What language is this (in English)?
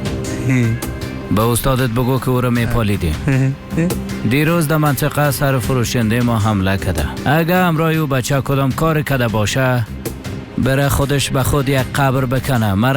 Persian